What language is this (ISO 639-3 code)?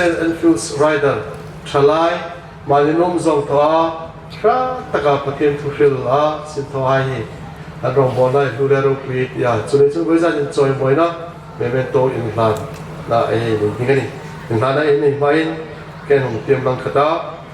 hmr